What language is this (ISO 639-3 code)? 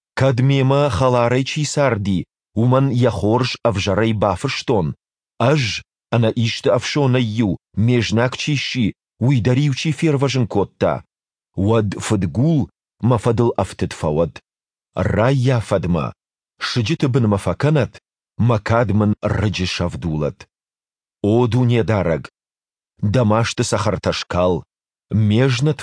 oss